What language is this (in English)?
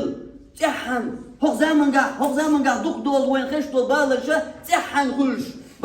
Chechen